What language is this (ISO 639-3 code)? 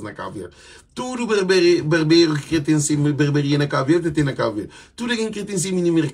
kea